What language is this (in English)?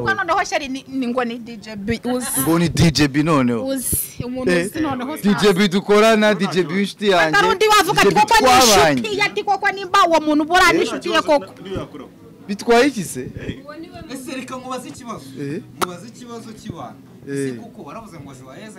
Kinyarwanda